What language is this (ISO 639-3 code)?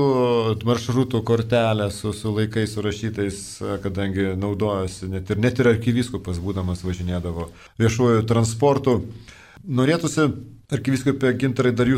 lit